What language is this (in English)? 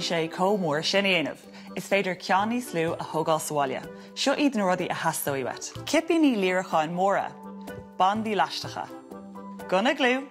Irish